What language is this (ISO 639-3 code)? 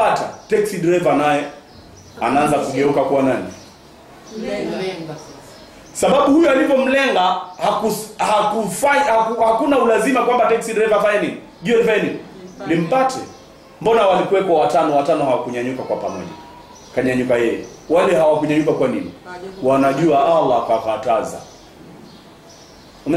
swa